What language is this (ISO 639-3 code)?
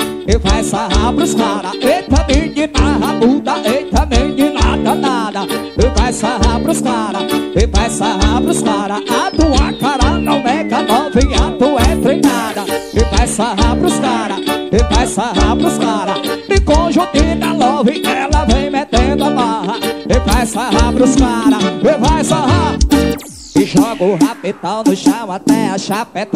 por